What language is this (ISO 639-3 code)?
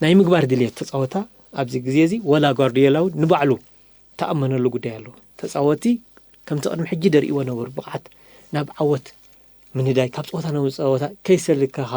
tir